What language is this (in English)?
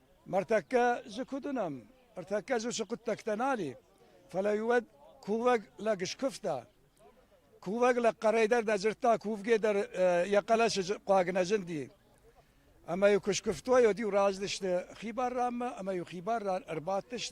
Ossetic